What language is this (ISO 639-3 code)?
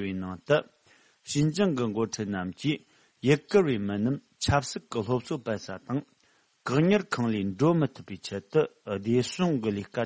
bod